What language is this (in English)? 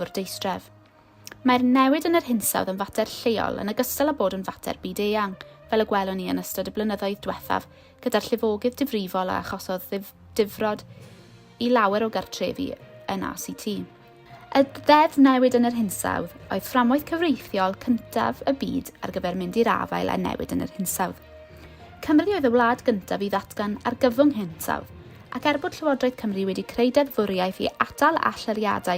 Welsh